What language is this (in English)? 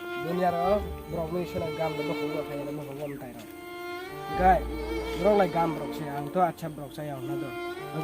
Kok Borok